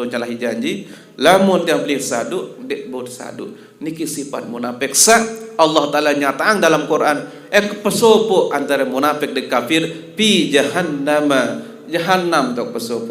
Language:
Sasak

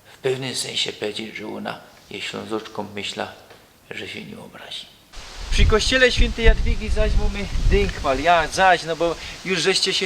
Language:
Silesian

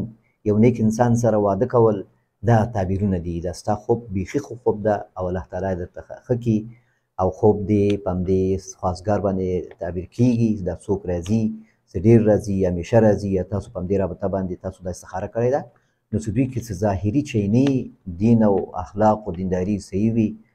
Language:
Pashto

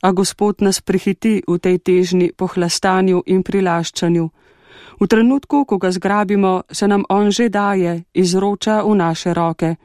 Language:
Slovenian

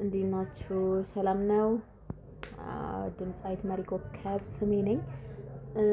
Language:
Amharic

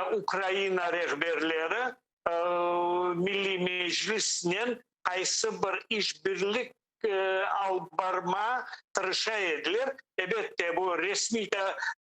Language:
Crimean Tatar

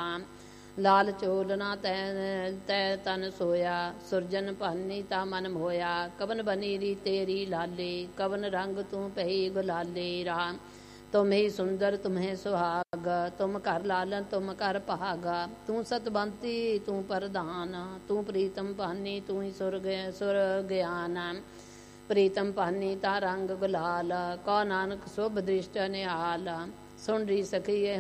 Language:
Punjabi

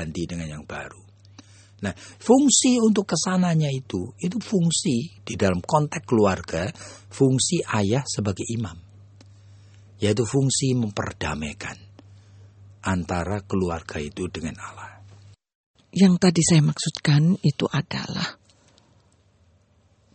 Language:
Indonesian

